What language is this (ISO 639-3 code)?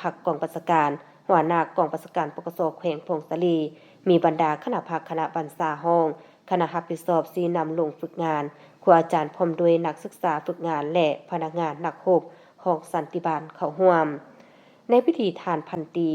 lao